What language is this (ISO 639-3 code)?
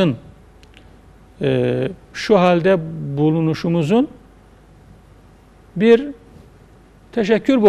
tur